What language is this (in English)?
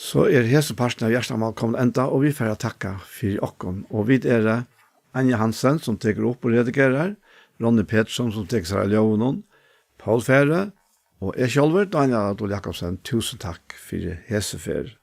Faroese